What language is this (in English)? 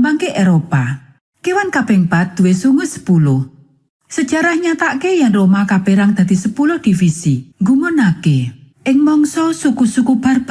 Javanese